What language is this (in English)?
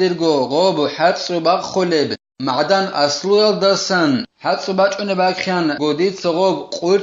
Avaric